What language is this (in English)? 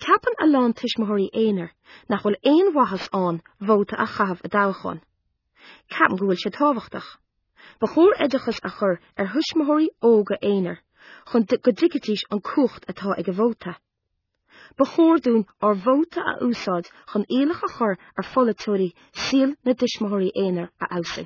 Irish